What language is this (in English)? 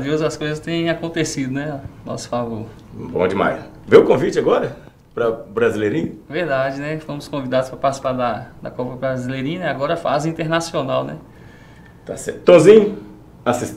Portuguese